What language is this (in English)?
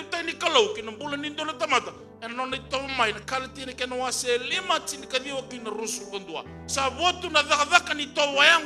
Fijian